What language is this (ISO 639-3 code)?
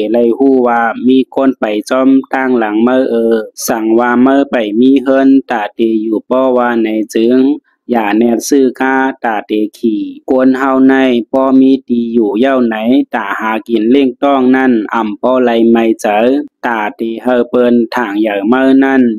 shn